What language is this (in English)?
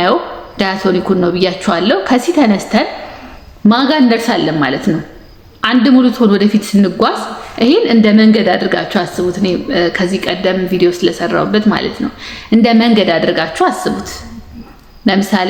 Amharic